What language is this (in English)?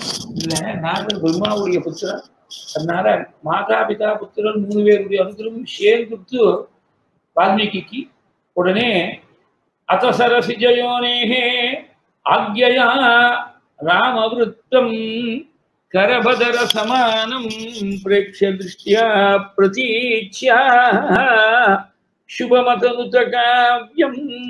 Tamil